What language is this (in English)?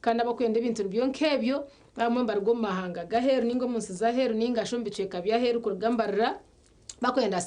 Nyankole